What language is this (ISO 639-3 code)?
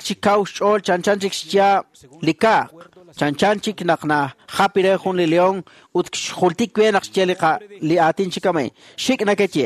kek